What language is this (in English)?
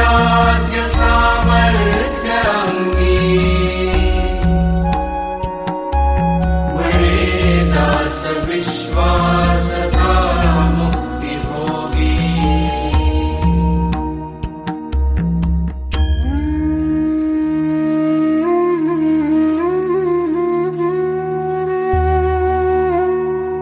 Marathi